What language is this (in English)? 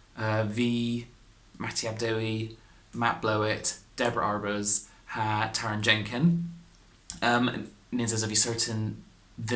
Cornish